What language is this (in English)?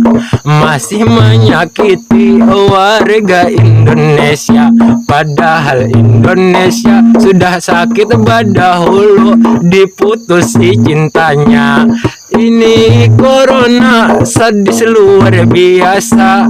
Banjar